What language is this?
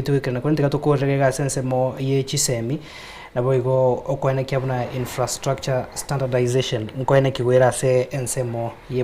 Gusii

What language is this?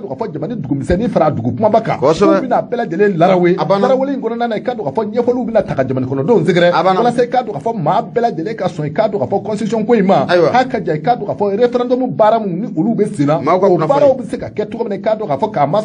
Bambara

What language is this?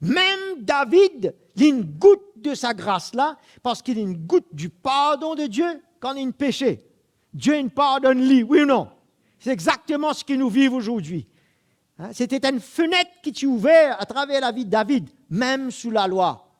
Morisyen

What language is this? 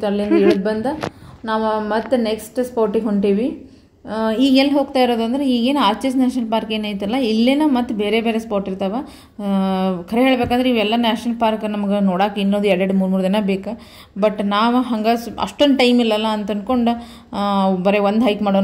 Kannada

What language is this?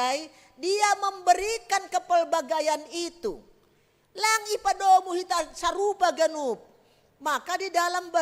Batak Simalungun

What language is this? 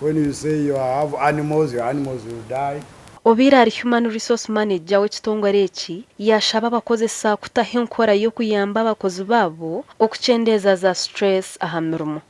Nyankole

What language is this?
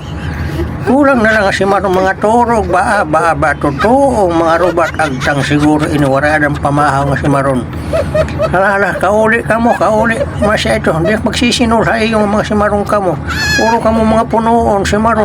Waray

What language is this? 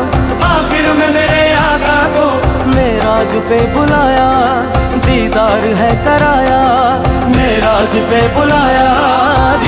Urdu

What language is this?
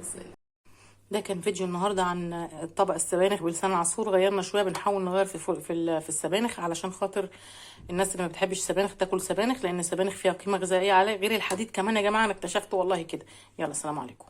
Egyptian Arabic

